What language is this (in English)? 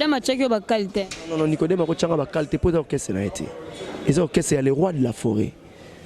Lingala